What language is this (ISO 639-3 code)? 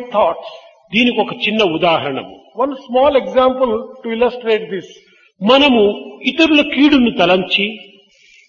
tel